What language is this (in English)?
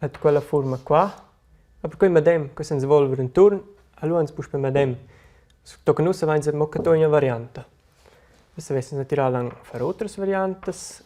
Romansh